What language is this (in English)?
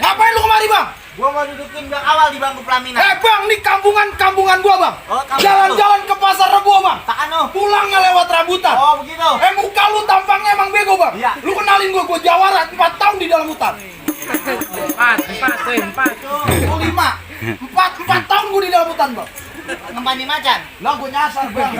Betawi